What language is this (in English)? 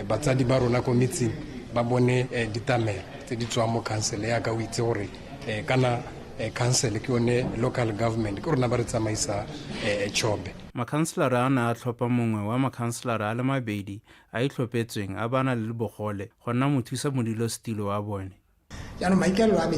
Tswana